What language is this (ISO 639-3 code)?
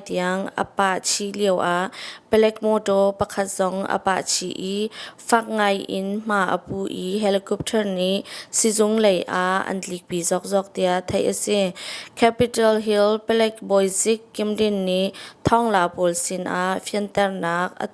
cnh